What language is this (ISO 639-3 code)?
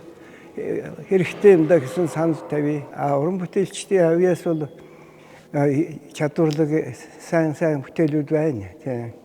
mon